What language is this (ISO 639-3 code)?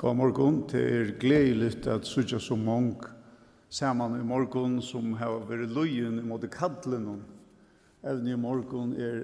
fao